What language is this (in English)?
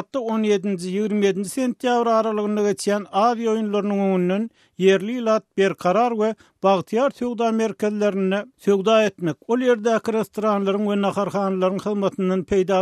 Turkmen